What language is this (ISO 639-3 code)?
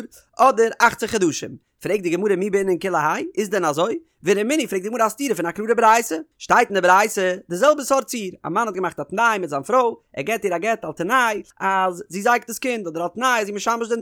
yid